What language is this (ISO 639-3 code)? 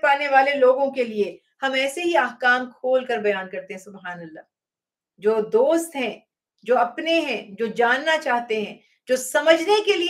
urd